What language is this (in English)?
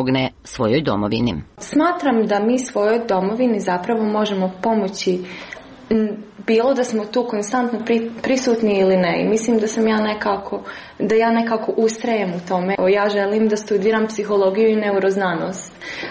Croatian